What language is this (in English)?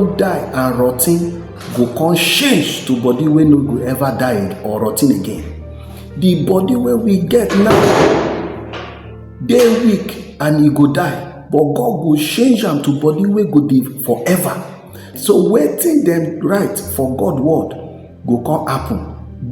Nigerian Pidgin